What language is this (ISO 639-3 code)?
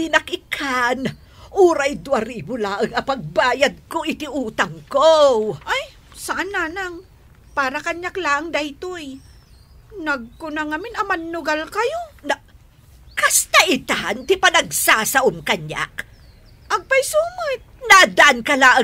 ilo